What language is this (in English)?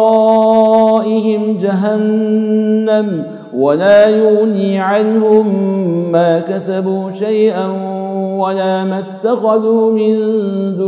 Arabic